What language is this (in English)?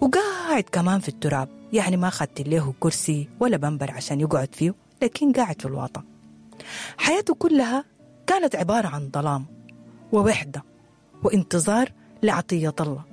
Sudanese Arabic